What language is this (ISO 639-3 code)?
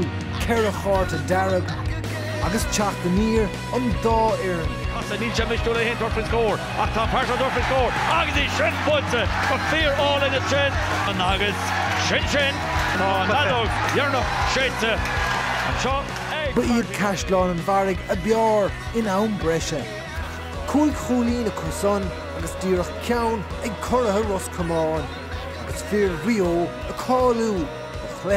gle